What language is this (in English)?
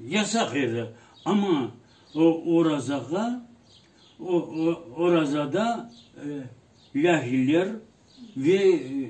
Crimean Tatar